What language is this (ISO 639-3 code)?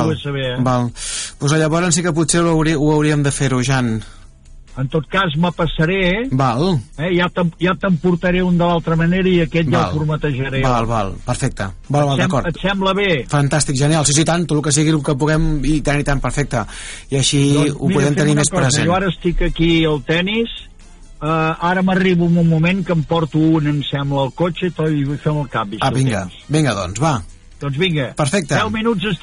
cat